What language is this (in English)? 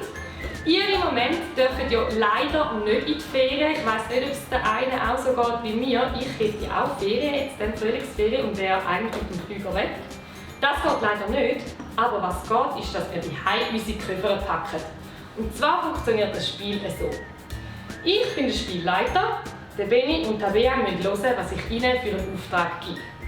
Swiss German